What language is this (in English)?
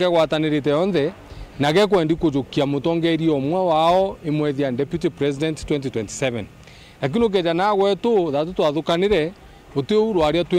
Meru